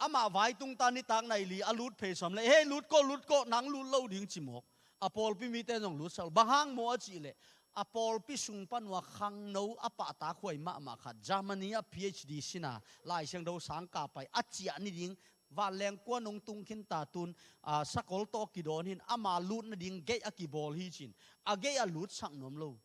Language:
Tedim Chin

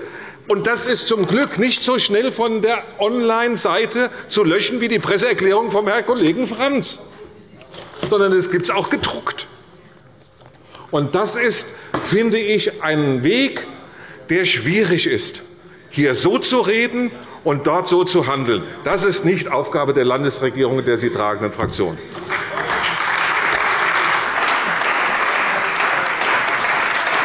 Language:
German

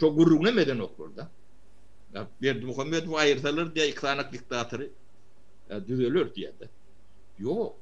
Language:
Turkmen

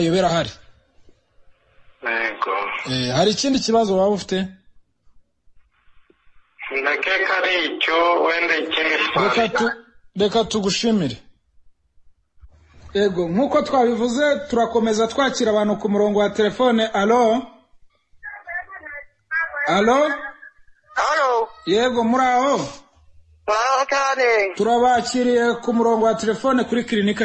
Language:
Kinyarwanda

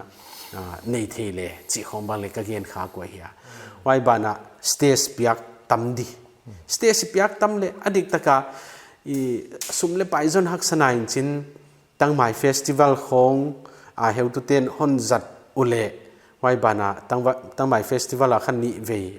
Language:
Paite Chin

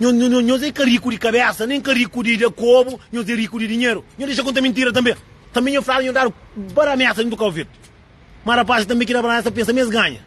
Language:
Kabuverdianu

